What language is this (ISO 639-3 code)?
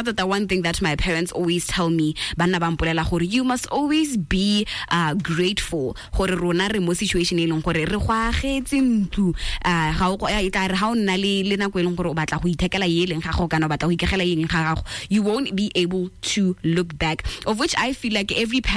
tsn